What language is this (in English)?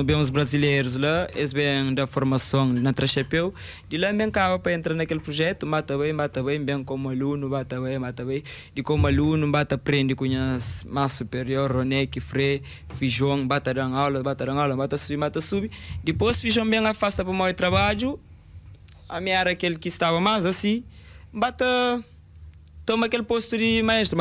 Kabuverdianu